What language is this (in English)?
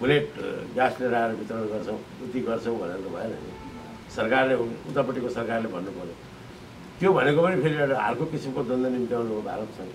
Nepali